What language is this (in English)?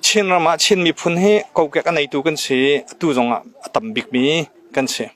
Hakha Chin